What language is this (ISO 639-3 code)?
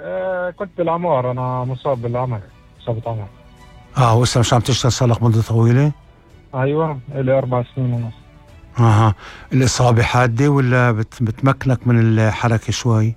apc